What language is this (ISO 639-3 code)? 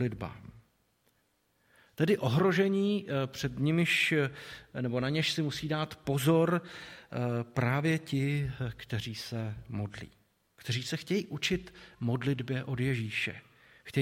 ces